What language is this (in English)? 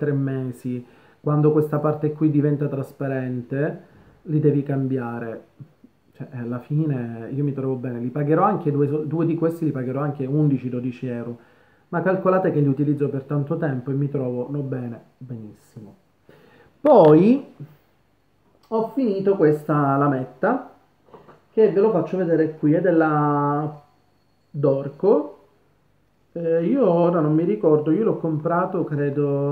Italian